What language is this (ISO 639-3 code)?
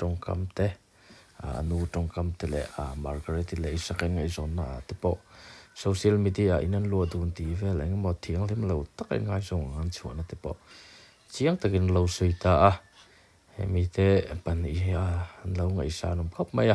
lus